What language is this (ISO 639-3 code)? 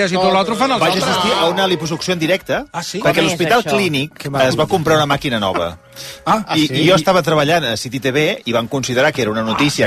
cat